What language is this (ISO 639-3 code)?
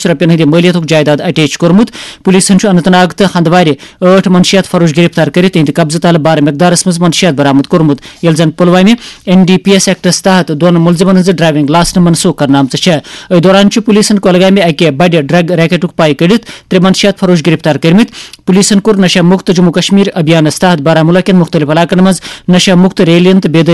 kas